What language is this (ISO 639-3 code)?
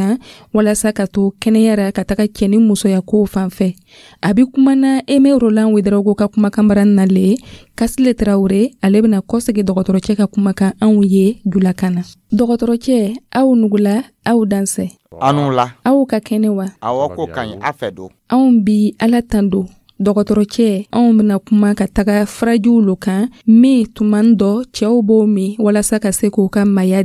dyu